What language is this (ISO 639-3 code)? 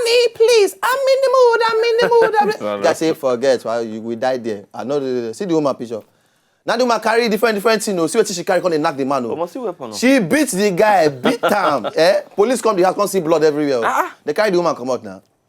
pcm